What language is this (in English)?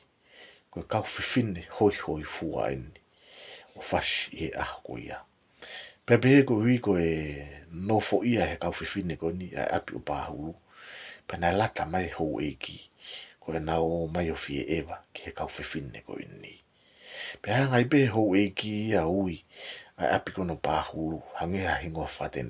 Tongan